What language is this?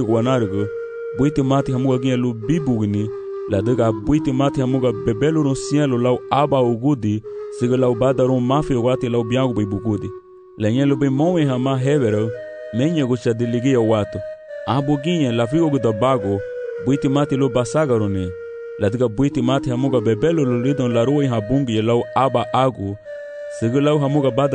Garifuna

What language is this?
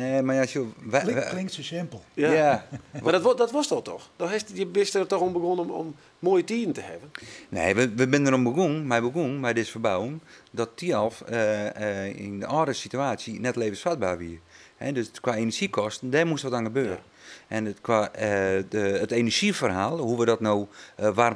Western Frisian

